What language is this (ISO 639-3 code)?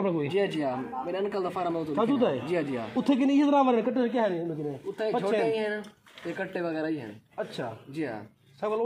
skr